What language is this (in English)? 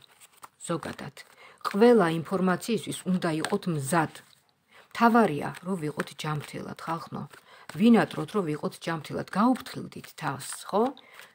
Georgian